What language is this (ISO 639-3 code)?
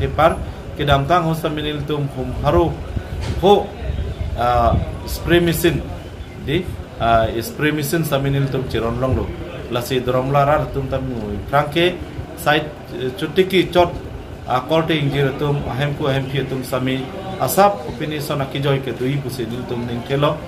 mjw